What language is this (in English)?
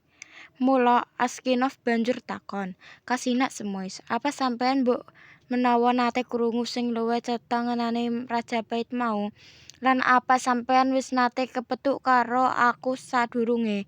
Javanese